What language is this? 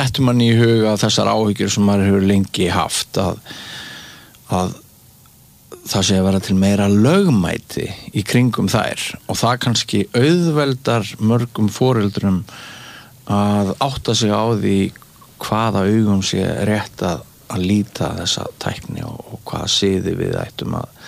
Icelandic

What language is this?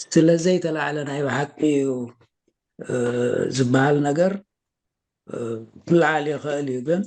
Tigrinya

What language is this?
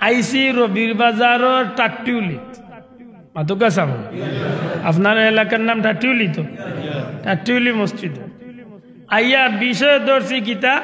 Sylheti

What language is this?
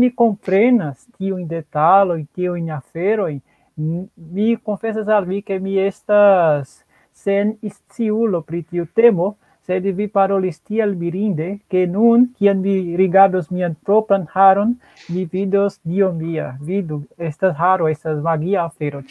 Esperanto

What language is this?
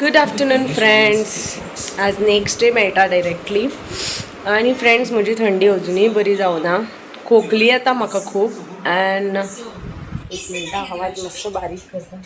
Konkani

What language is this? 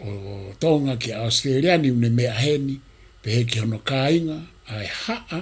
Tongan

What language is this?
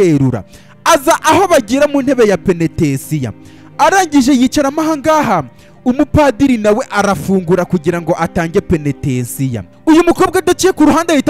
Kinyarwanda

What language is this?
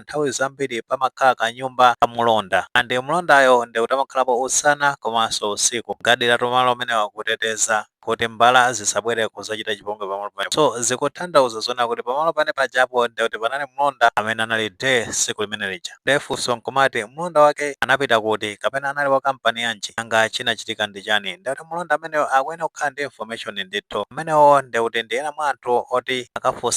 Nyanja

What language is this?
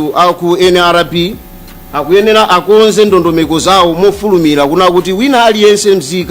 Nyanja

